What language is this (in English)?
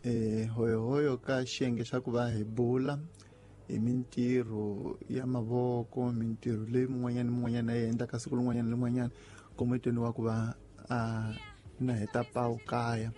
Tsonga